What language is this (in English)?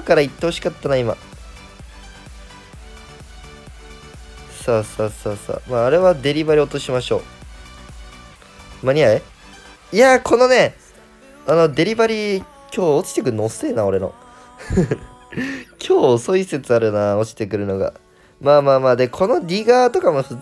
Japanese